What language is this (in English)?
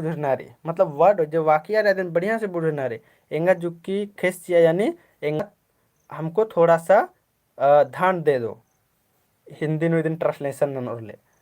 Kurukh